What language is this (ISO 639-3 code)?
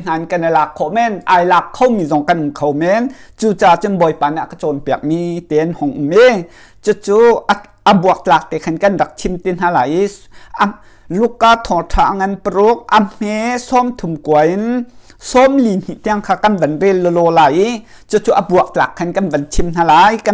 cnh